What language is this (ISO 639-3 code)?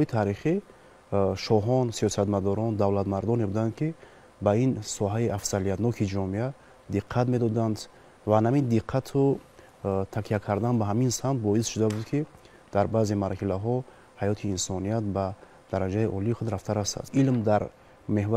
tgk